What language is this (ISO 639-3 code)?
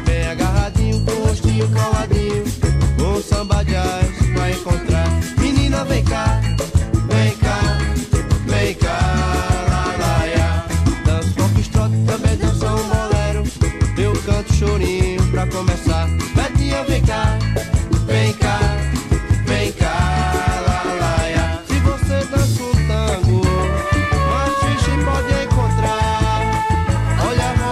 por